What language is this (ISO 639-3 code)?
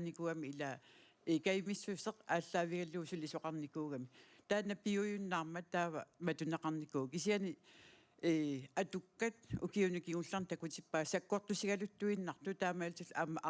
kal